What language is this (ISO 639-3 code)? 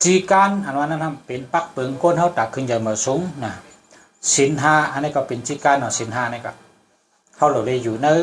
shn